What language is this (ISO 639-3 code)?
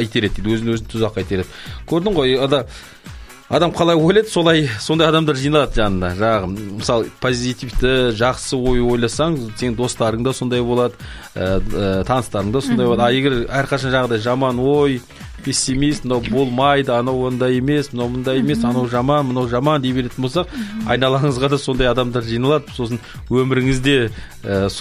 kaz